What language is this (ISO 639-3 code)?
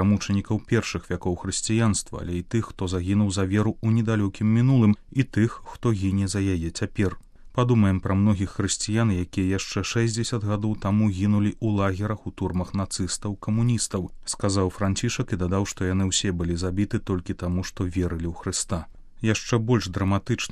bel